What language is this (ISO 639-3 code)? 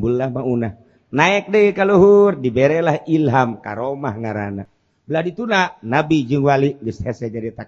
sun